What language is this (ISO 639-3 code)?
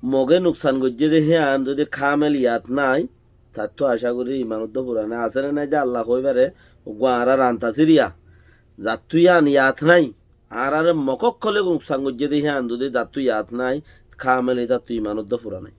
rhg